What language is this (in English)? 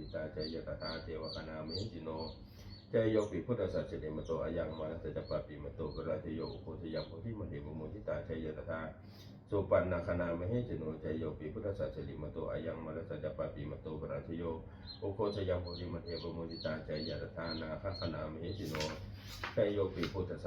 Pali